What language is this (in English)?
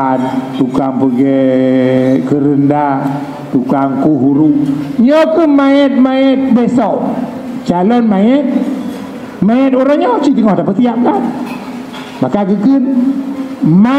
Achinese